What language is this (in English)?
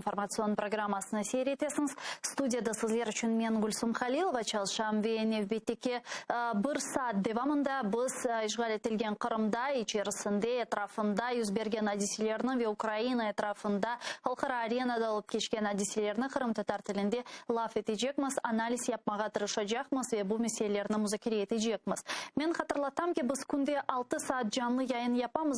Crimean Tatar